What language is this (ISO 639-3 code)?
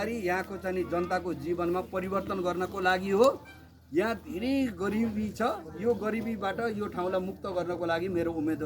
nep